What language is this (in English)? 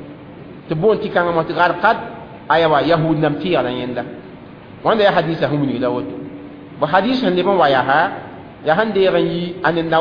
Mossi